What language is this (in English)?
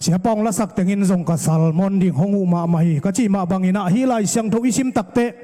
Tedim Chin